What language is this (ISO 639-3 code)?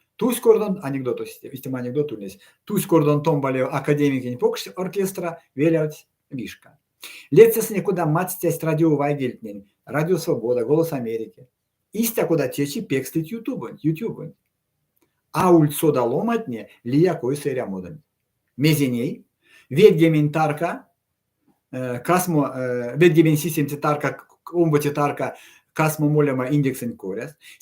myv